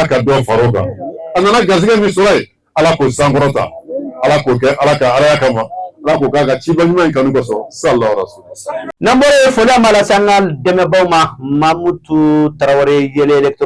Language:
Bambara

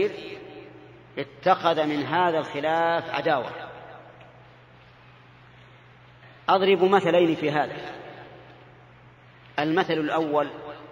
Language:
Arabic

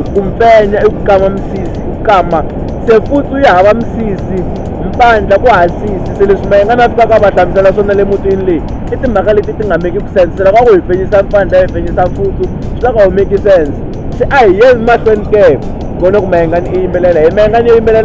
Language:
Tsonga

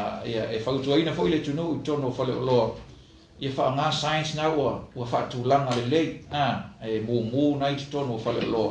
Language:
Samoan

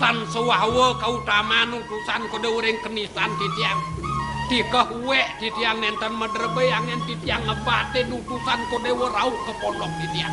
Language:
Balinese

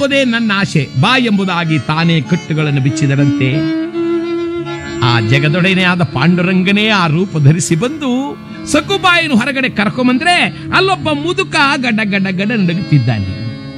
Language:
Kannada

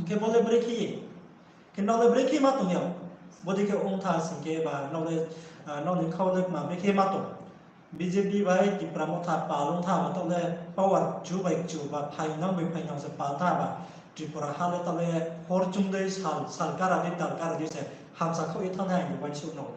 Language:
Riang (India)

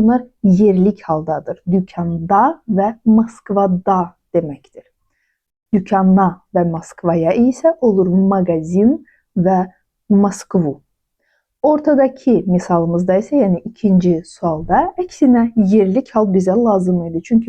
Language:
Azerbaijani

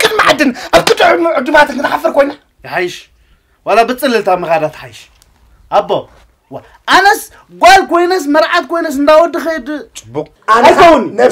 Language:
Tigrinya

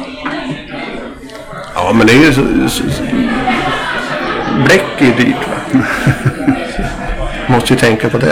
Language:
Swedish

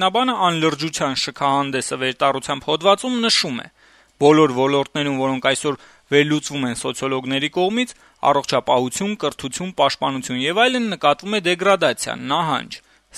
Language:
Armenian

